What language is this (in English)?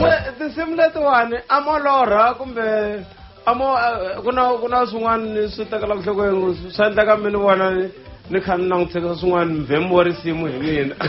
Tsonga